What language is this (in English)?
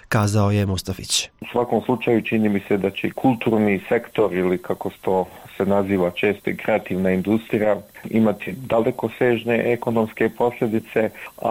Bosnian